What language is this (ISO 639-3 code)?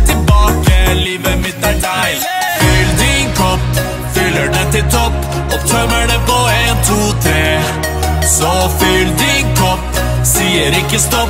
nor